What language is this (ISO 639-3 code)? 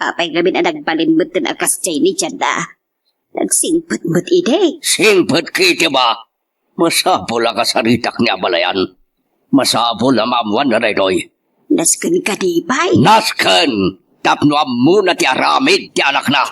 ilo